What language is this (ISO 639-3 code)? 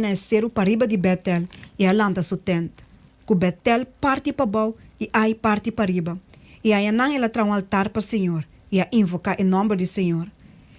pap